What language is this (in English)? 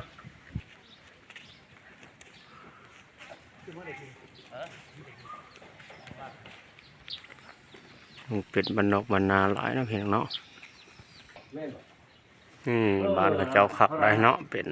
Lao